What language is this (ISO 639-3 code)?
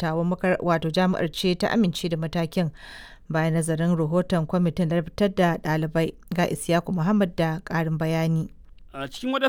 hau